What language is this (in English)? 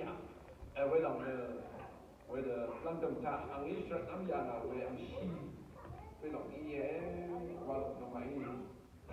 Rawang